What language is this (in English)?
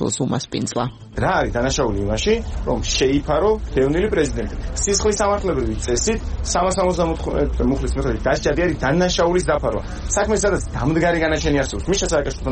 Georgian